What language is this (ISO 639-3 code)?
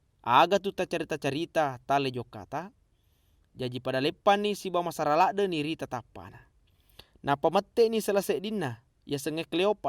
bug